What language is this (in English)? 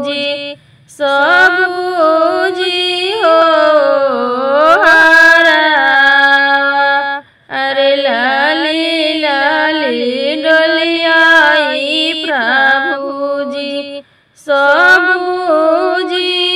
Bhojpuri